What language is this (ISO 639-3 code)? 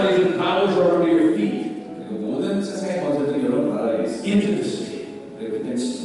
kor